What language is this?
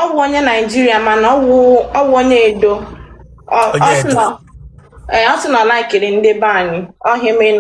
Igbo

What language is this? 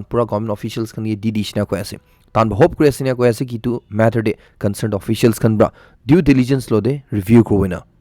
Naga Pidgin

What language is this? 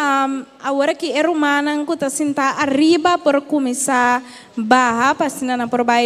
Papiamento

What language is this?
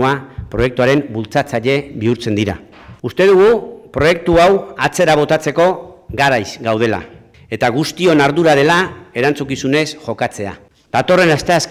Basque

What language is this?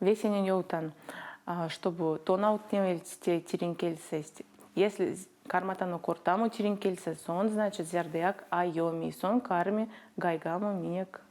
Erzya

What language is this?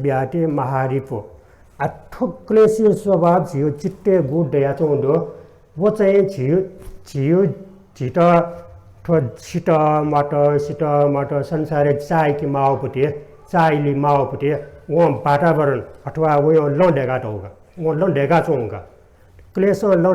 Newari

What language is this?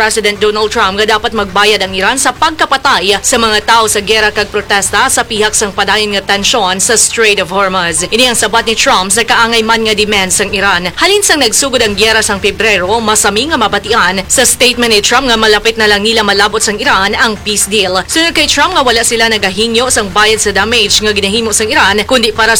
Hiligaynon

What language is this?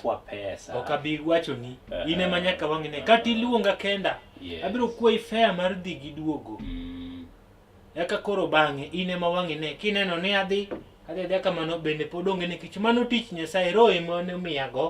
Luo (Kenya and Tanzania)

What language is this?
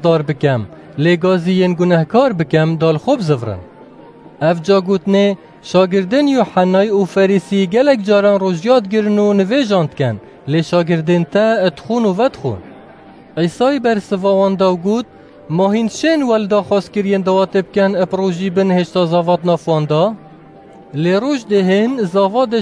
Kurdish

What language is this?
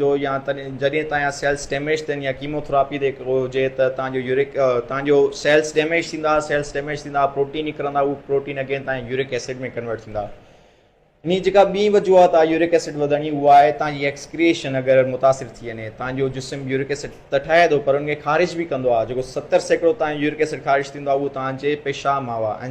Sindhi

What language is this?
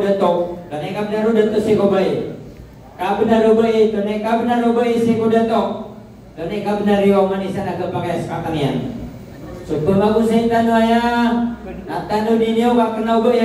Maranao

